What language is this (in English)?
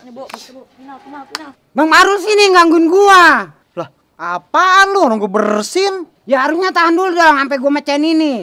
Betawi